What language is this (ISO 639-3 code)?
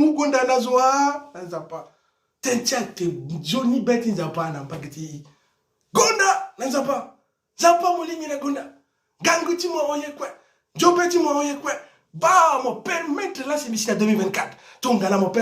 sag